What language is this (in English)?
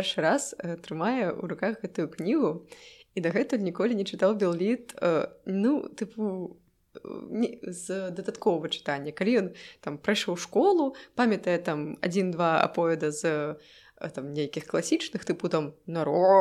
Belarusian